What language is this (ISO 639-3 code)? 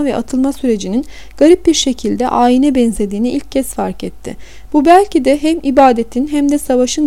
tur